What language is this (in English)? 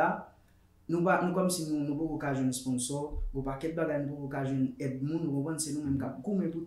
Haitian Creole